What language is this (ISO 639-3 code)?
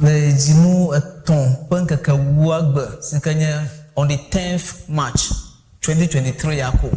ewe